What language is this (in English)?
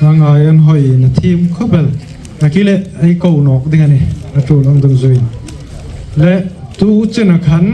Hmar